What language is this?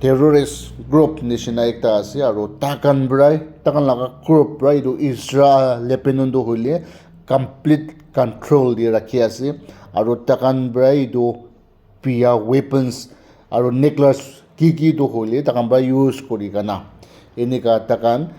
Naga Pidgin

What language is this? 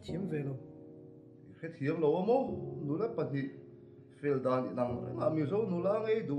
Mizo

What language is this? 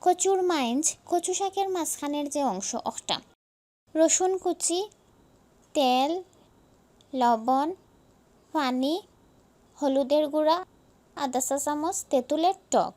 Sylheti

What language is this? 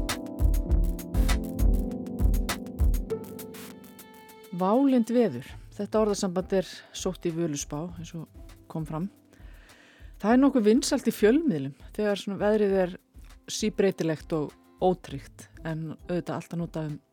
Icelandic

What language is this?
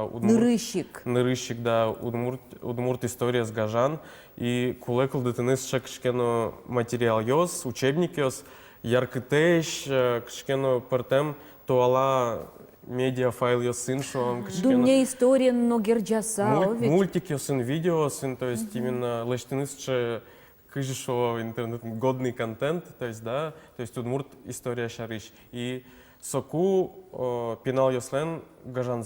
Udmurt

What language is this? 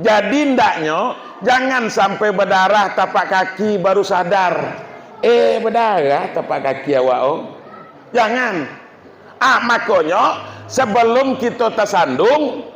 Minangkabau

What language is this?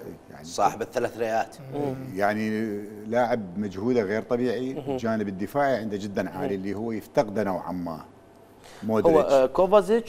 Mesopotamian Arabic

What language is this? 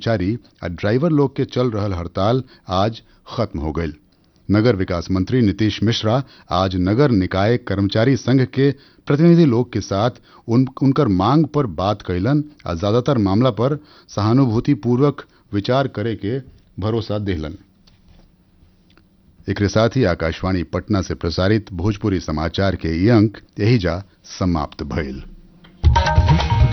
Bhojpuri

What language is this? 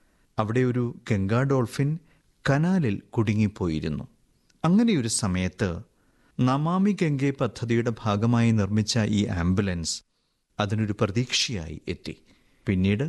Malayalam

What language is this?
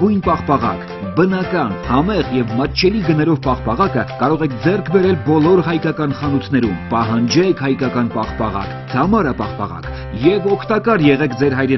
Armenian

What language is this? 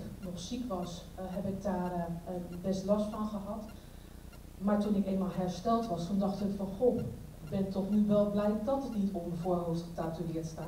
Dutch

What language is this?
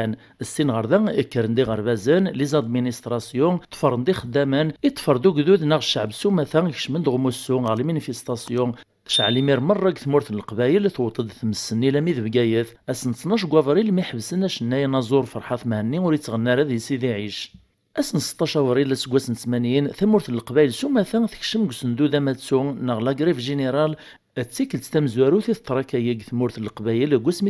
Kabyle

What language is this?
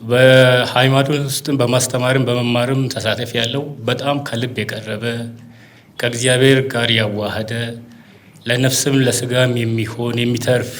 Amharic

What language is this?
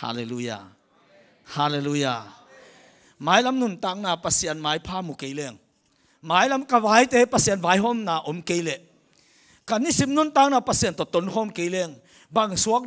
Tedim Chin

